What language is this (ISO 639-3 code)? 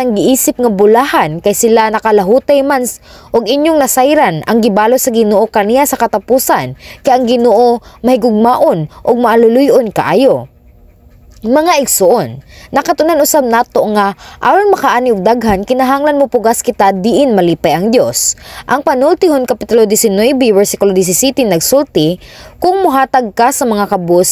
ceb